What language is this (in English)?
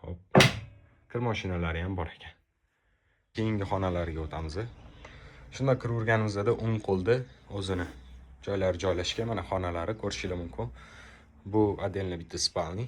Uzbek